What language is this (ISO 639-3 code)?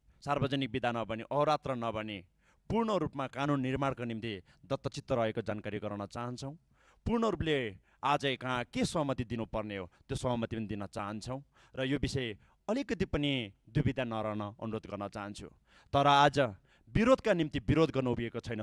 nep